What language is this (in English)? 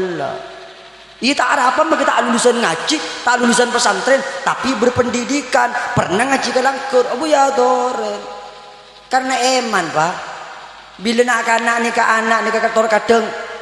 Madurese